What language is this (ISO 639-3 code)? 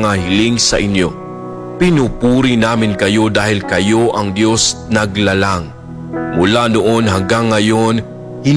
fil